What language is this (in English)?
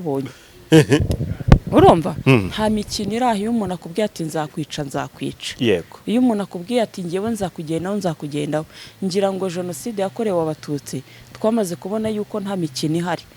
Kinyarwanda